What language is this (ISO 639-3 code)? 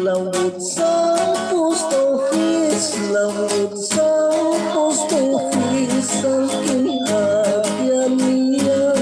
hil